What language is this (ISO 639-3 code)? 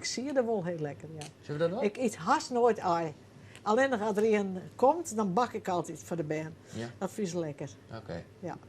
fry